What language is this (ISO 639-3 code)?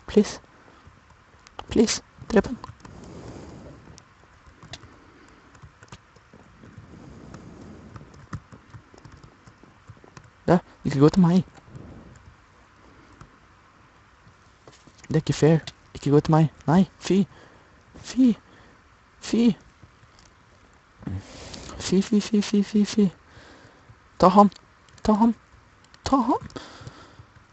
nor